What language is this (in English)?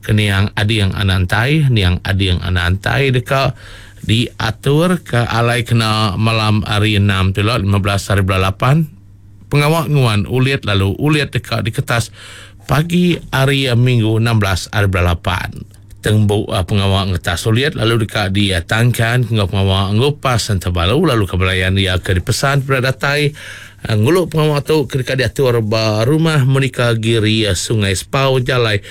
Iban